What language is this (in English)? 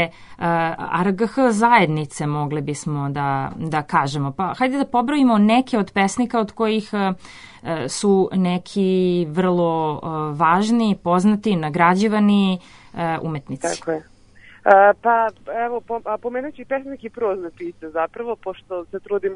Serbian